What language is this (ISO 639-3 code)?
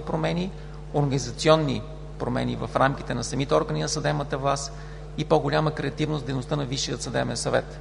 bul